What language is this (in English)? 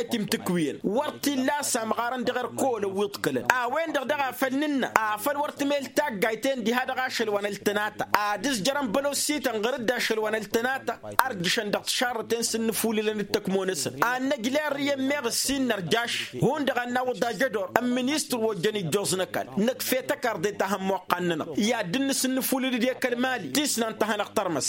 Tamasheq